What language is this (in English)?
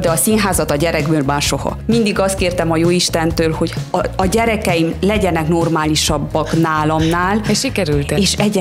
Hungarian